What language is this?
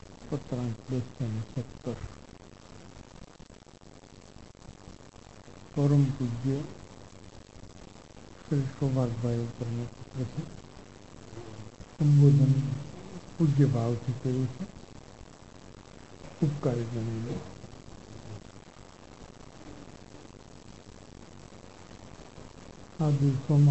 Gujarati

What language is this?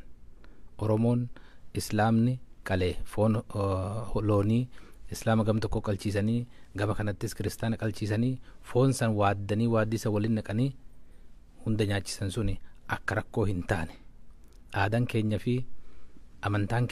Oromo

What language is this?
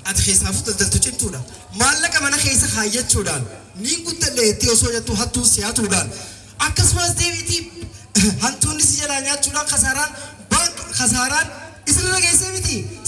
Oromo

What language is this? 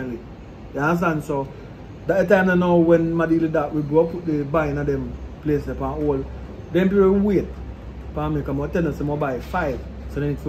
Jamaican Creole English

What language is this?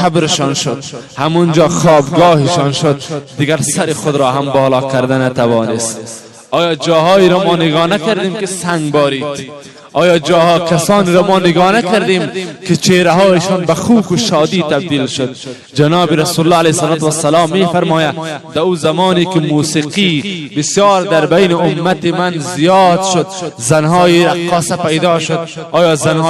Persian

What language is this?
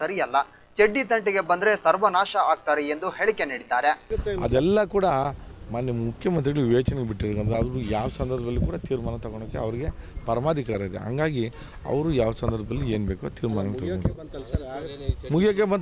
Kannada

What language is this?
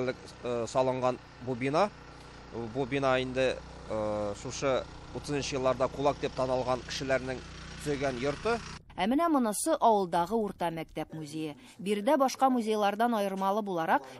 Tatar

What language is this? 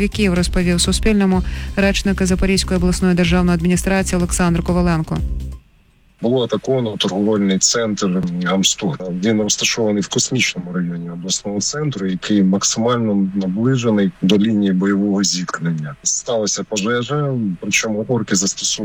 Ukrainian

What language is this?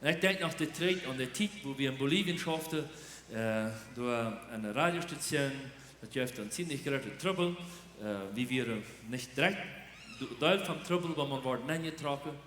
Plautdietsch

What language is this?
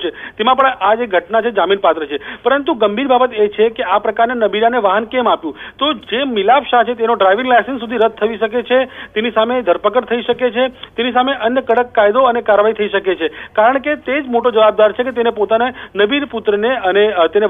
Gujarati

